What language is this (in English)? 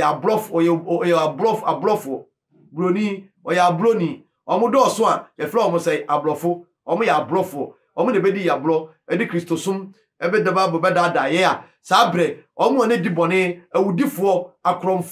Akan